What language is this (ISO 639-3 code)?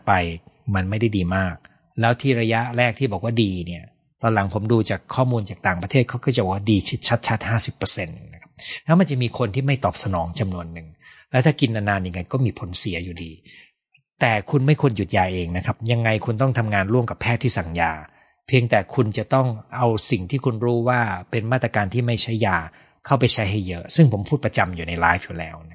tha